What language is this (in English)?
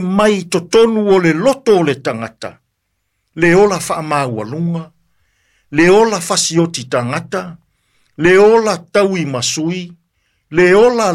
Samoan